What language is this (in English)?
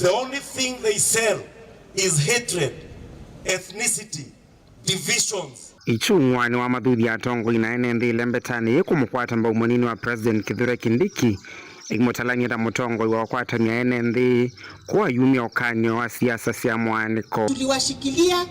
Kamba